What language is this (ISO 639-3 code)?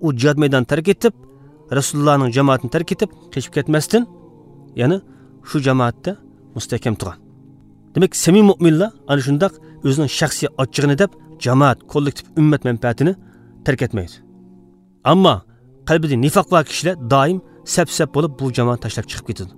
uig